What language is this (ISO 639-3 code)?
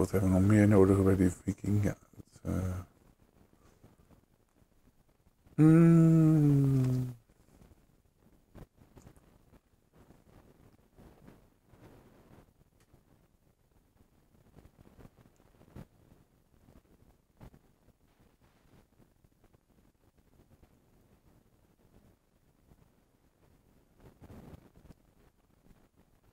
nld